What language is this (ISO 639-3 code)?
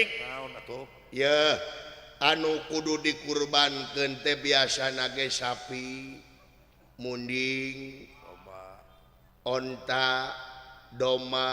sun